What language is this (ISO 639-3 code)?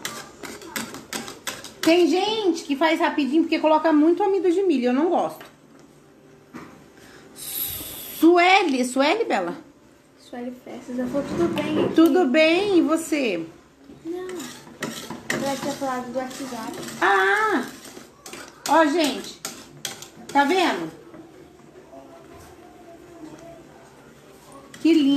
por